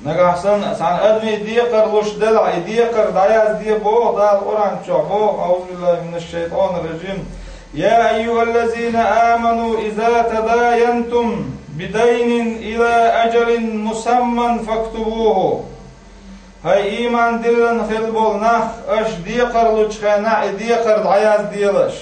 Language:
Chechen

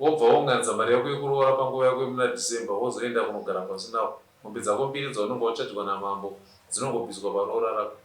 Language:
Shona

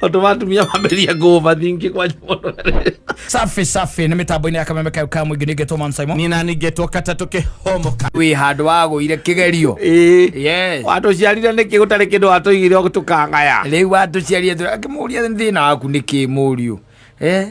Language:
Kikuyu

